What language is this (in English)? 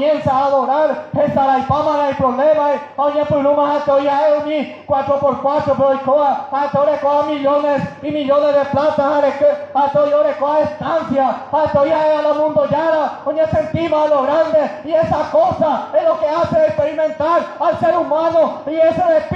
Guarani